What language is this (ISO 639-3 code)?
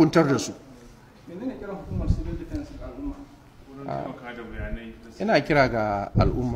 hau